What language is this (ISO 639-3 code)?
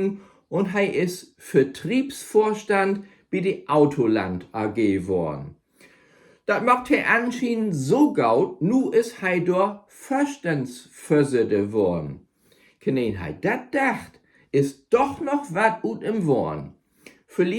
nds